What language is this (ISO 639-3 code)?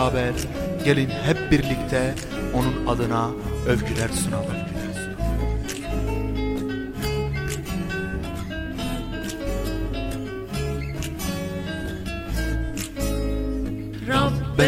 tur